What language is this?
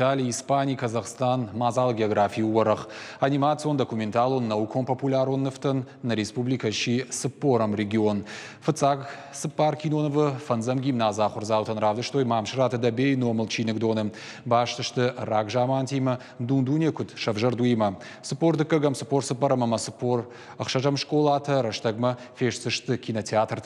Ossetic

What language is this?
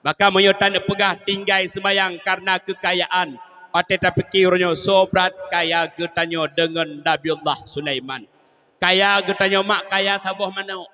Achinese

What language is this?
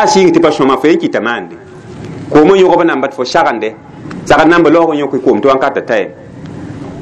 Mossi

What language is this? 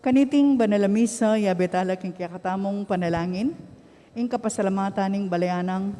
Pampanga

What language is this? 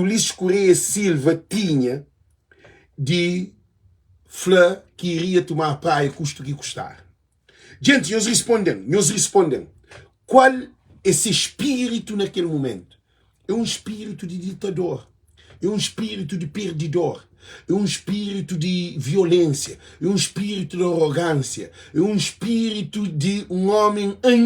Kabuverdianu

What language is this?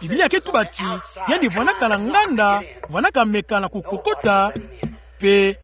Kituba (Democratic Republic of Congo)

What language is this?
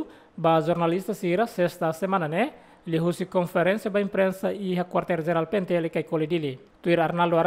Tetum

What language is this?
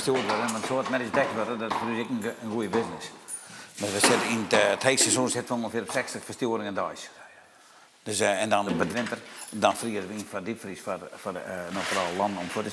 Western Frisian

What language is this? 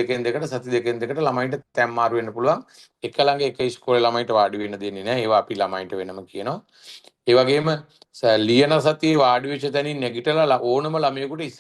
Sinhala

